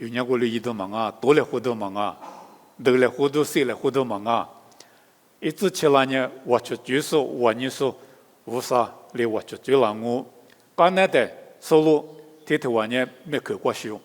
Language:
Lisu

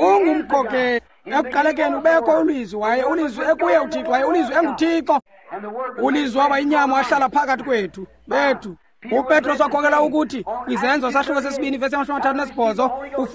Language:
Xhosa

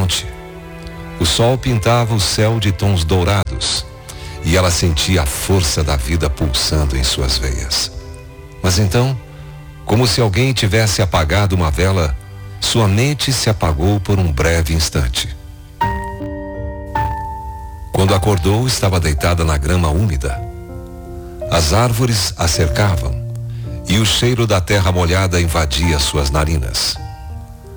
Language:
Portuguese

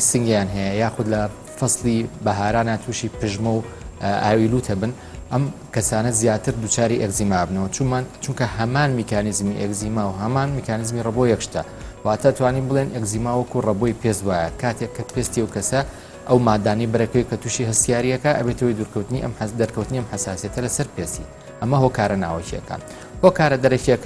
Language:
Central Kurdish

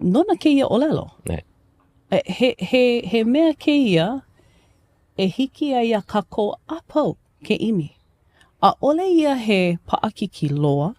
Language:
Hawaiian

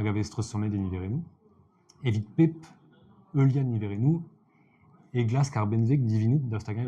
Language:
Breton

